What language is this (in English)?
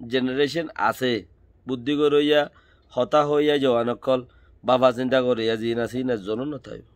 Rohingya